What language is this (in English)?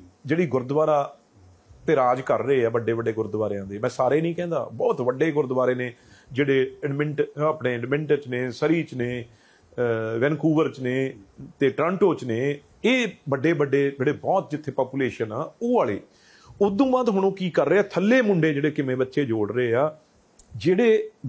Punjabi